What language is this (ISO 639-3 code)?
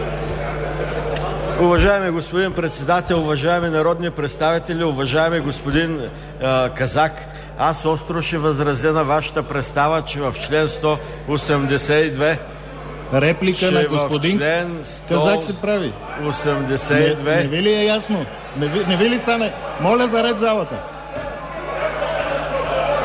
bul